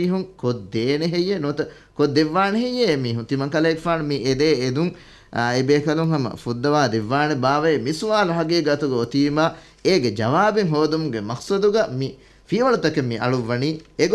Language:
Divehi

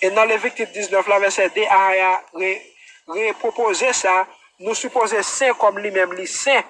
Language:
Haitian Creole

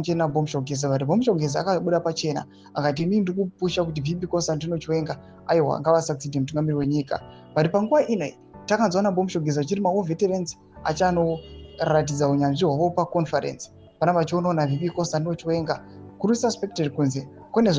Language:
Shona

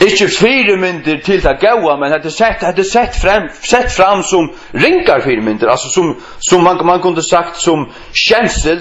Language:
Faroese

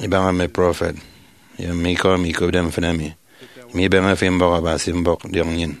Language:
Efik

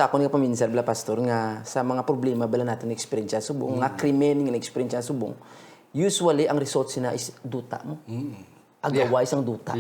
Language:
Hiligaynon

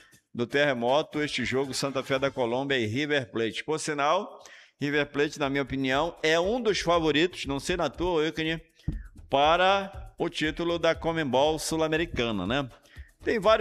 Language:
Portuguese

